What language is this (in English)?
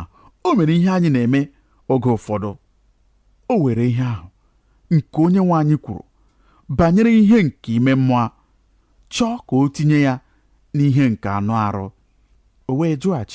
Igbo